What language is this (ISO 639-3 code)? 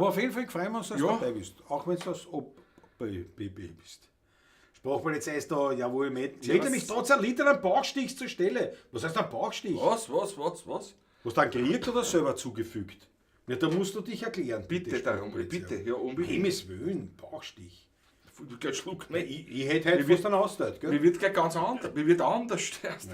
bar